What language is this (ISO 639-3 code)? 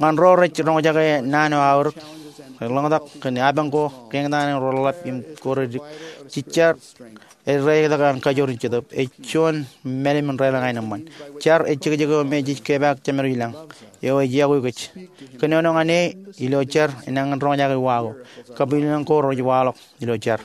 mah